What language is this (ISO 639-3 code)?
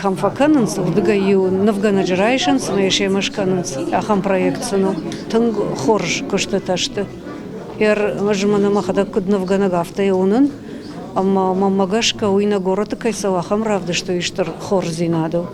oss